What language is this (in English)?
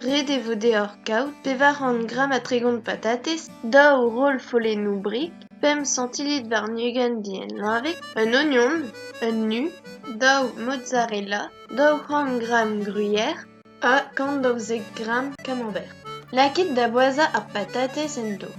Breton